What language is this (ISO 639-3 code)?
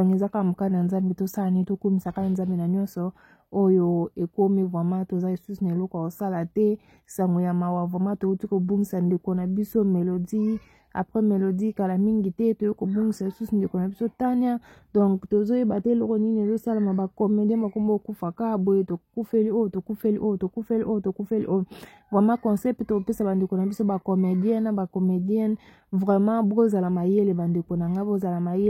lin